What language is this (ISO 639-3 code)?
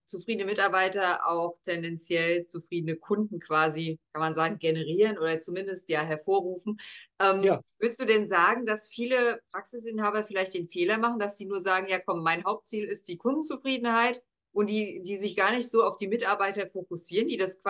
deu